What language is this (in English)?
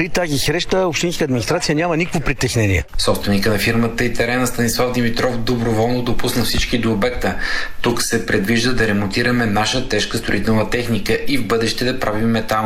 Bulgarian